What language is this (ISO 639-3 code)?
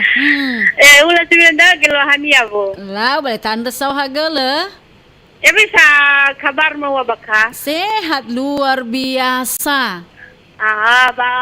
nia